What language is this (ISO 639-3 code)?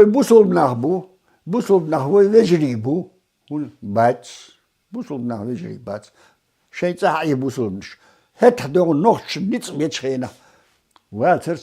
che